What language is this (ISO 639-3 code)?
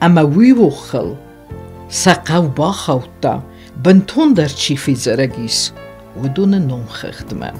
oss